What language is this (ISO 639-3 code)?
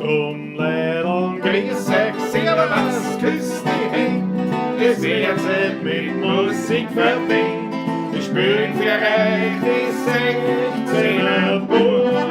bar